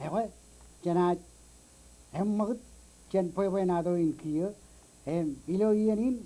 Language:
Marshallese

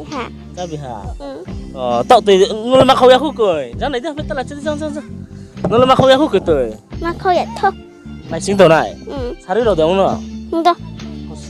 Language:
Riang (India)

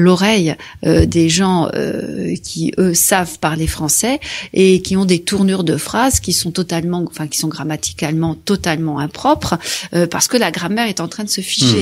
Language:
French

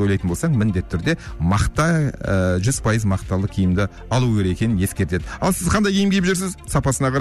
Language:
Kazakh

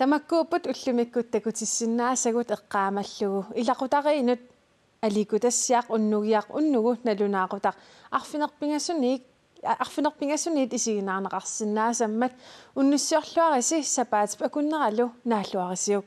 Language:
Kalaallisut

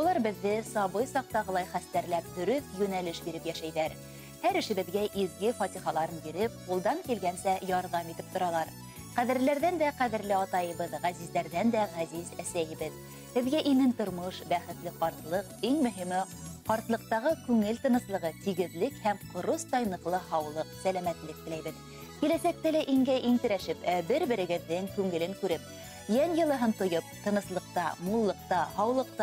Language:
Bashkir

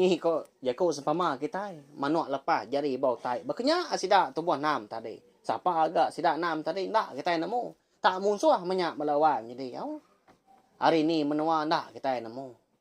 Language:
Iban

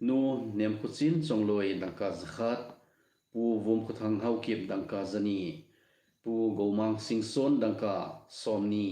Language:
Thado Chin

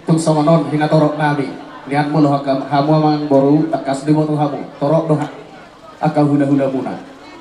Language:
Batak Toba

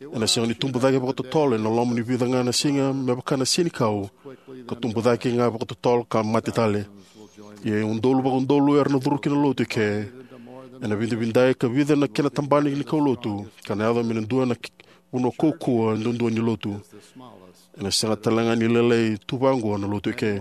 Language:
Fijian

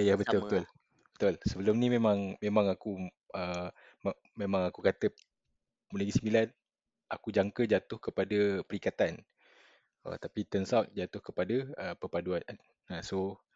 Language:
Malay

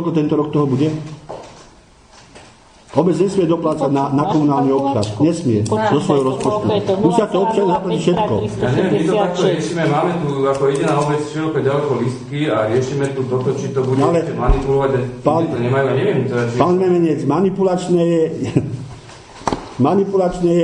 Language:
Slovak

